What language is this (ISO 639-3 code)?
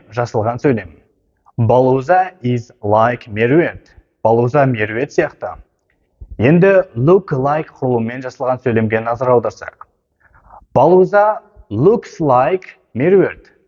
kaz